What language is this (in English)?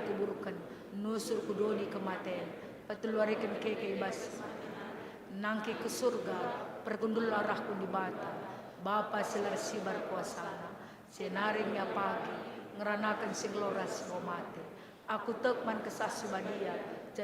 Batak Karo